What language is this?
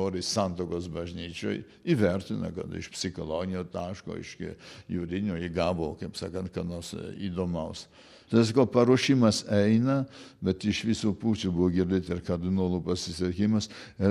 Lithuanian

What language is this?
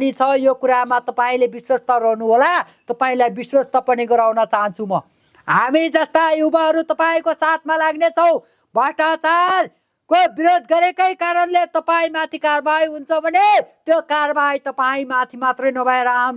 Nepali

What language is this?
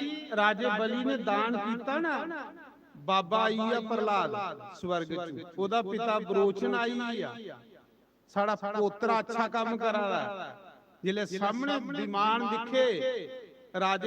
Dogri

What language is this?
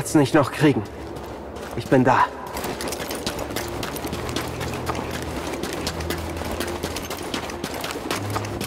German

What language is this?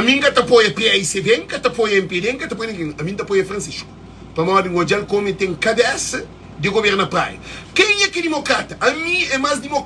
Kabuverdianu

